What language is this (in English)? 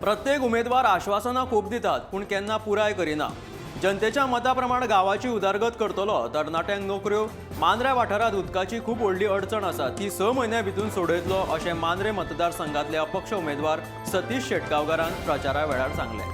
Konkani